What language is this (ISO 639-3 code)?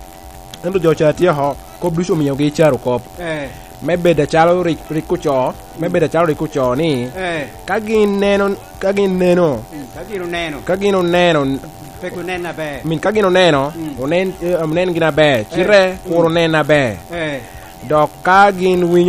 laj